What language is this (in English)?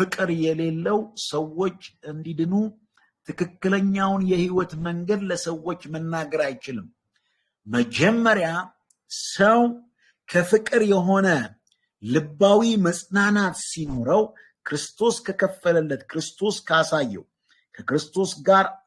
Amharic